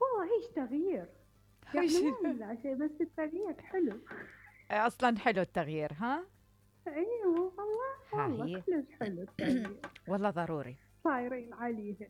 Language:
Mesopotamian Arabic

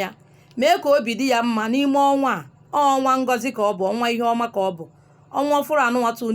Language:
Igbo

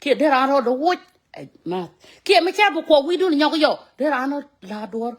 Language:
Nuer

